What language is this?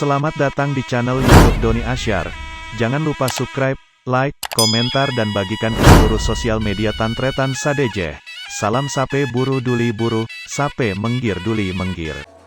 Madurese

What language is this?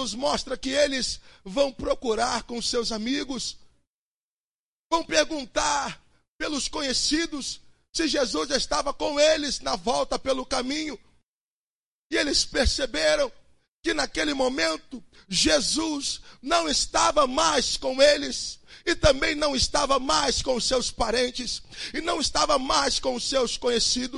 Portuguese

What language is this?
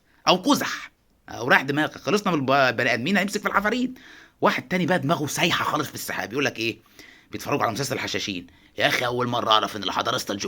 Egyptian Arabic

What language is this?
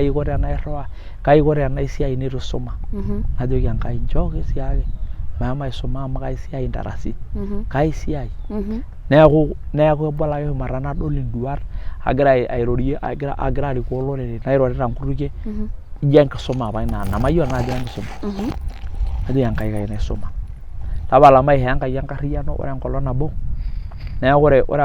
Masai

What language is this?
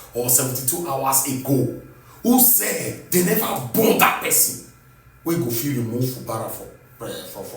Nigerian Pidgin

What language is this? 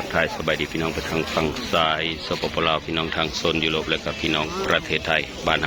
Northeastern Thai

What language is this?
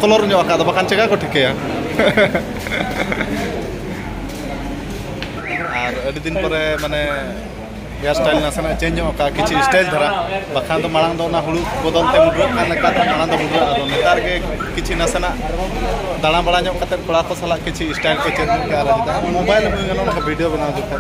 Santali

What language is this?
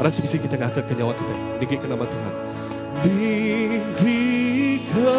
Iban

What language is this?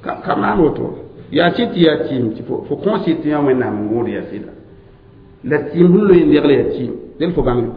Mossi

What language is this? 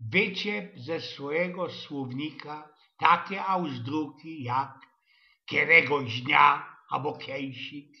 Silesian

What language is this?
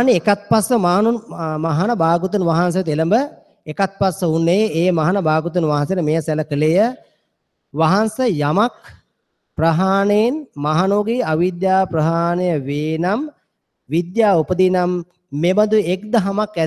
Sinhala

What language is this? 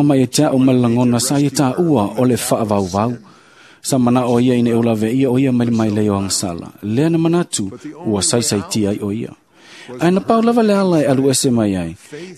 Samoan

